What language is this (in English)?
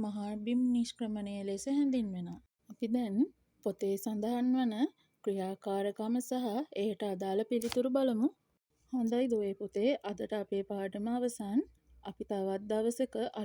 Sinhala